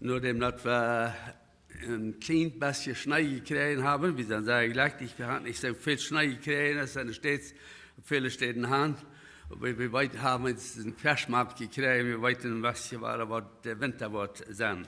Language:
Plautdietsch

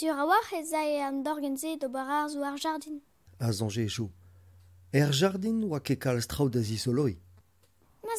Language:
Breton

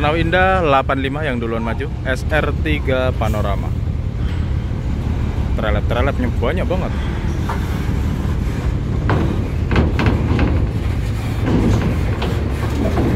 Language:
Indonesian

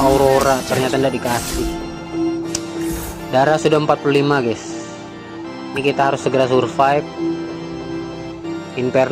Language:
Indonesian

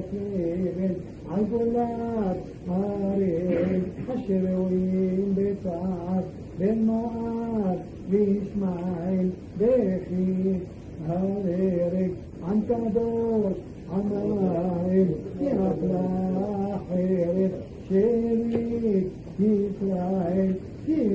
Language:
Hebrew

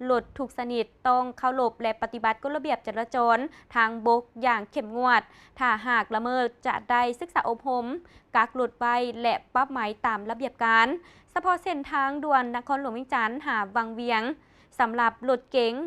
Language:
Lao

